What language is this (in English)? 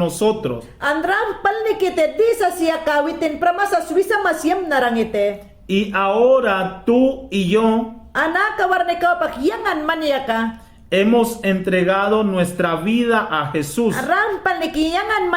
Mayangna